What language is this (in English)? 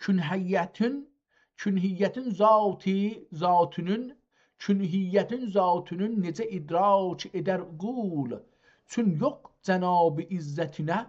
South Azerbaijani